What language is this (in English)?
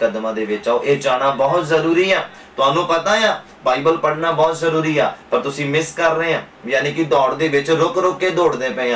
Punjabi